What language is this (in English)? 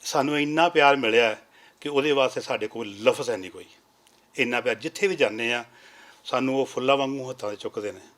Western Panjabi